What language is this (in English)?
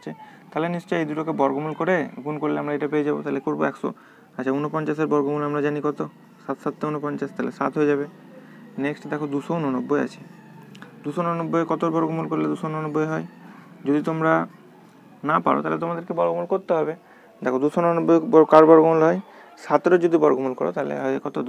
Bangla